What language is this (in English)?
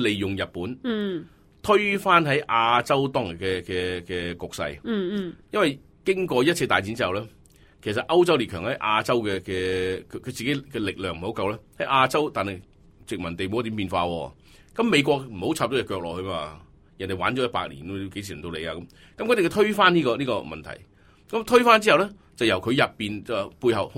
Cantonese